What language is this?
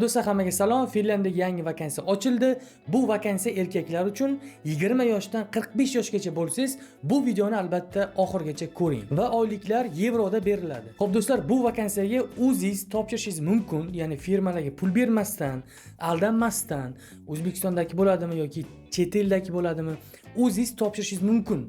Uzbek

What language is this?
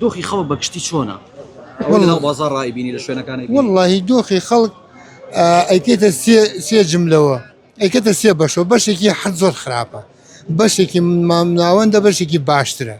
Central Kurdish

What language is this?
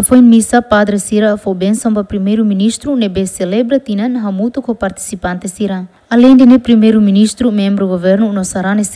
Tetum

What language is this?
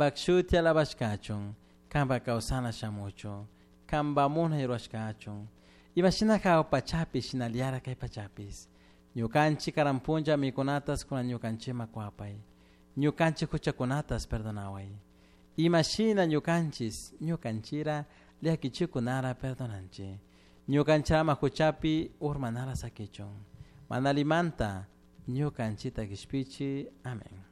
Chimborazo Highland Quichua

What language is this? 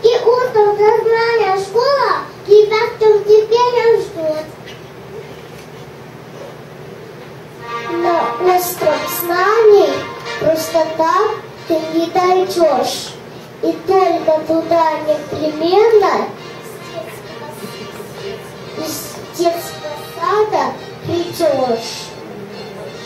Russian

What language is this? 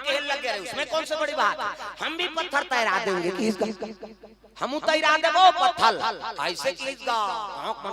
Chhattisgarhi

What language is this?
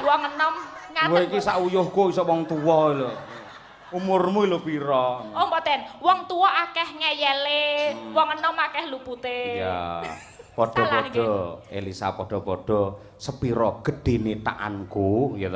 Javanese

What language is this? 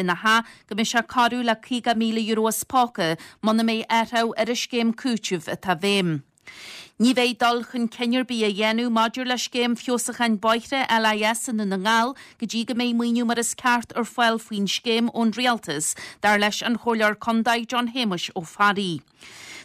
Irish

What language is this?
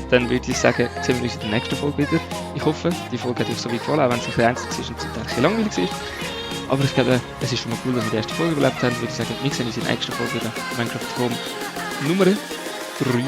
Swiss German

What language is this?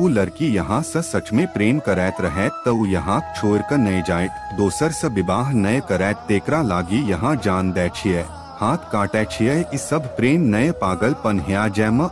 Maithili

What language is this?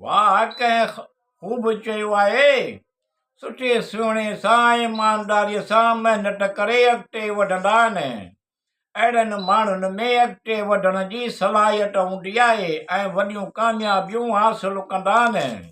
Sindhi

